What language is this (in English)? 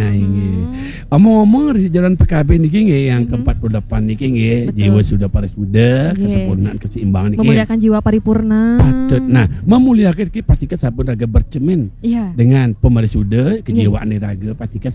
Balinese